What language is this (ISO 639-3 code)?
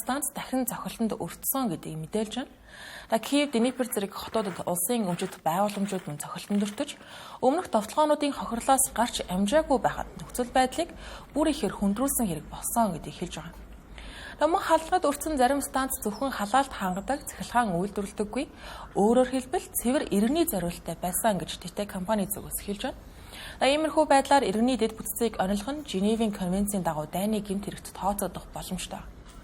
mon